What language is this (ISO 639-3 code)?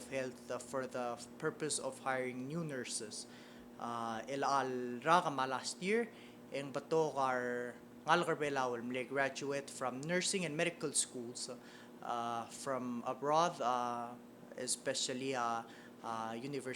pau